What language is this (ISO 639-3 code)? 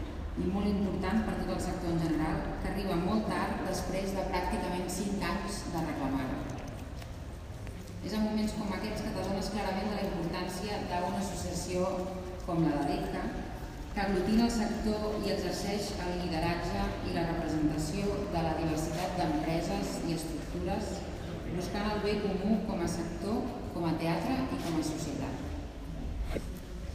cat